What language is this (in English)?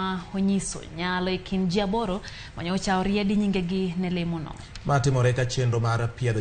Luo (Kenya and Tanzania)